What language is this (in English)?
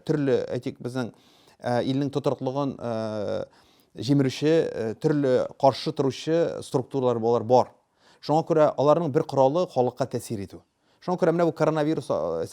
Tatar